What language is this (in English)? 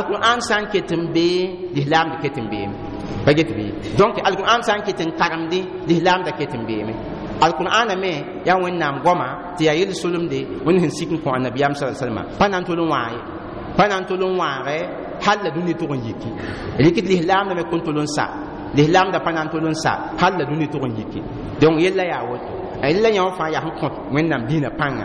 Mossi